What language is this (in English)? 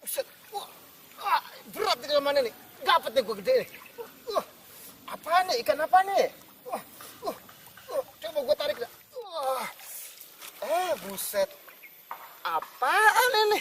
Betawi